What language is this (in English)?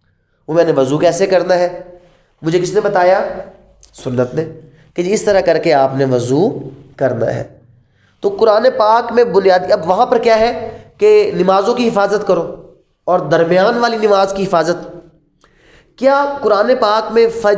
Urdu